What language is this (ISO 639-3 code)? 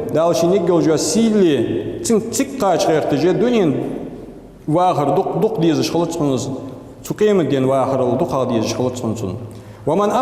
inh